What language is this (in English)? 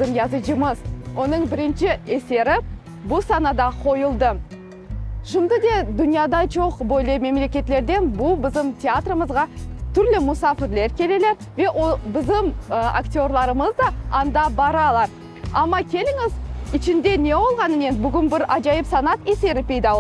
Crimean Tatar